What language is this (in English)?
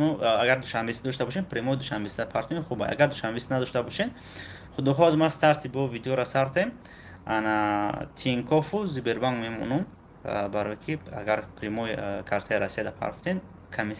Tajik